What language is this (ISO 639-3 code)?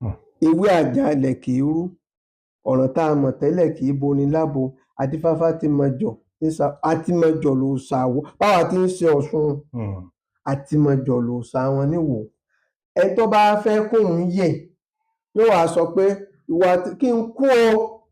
yor